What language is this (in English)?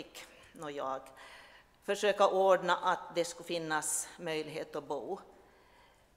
Swedish